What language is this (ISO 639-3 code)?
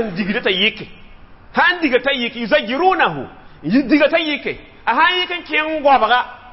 mos